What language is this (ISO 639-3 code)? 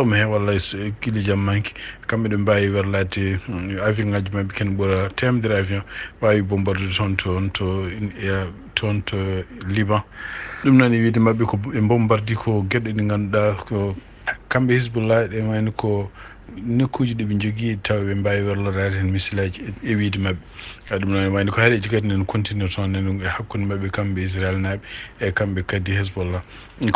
ful